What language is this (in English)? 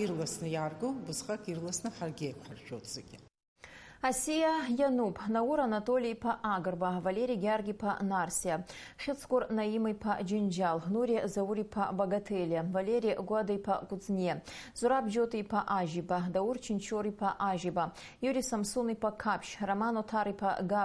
Abkhazian